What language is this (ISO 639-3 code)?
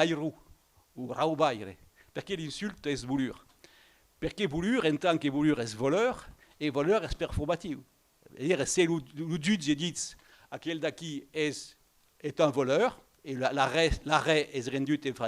oci